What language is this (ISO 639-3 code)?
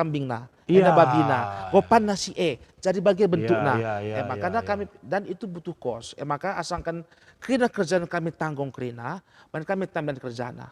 btx